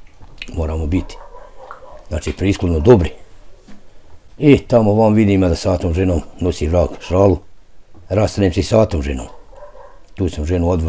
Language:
Bosnian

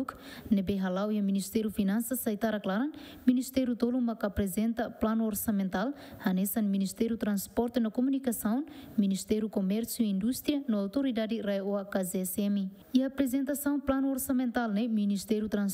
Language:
Tetum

